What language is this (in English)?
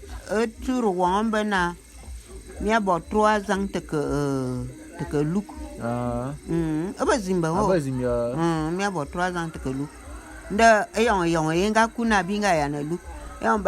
Bulu